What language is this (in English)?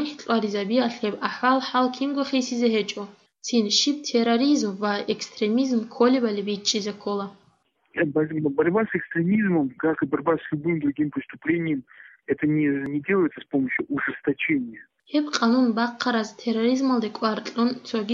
Avaric